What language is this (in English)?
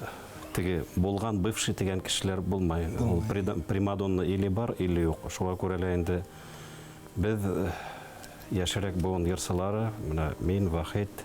Bashkir